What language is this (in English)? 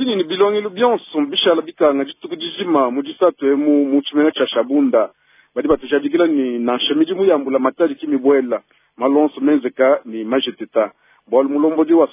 Luba-Lulua